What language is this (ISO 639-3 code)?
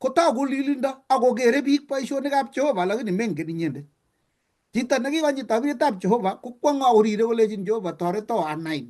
kln